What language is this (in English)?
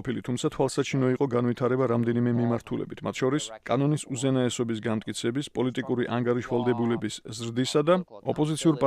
Georgian